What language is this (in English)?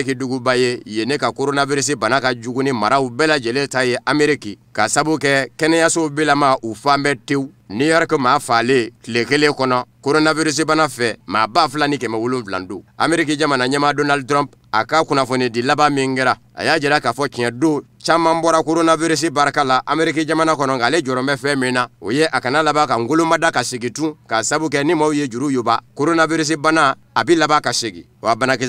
Bambara